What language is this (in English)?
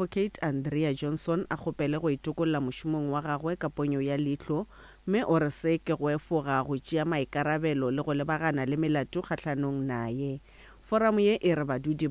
Northern Sotho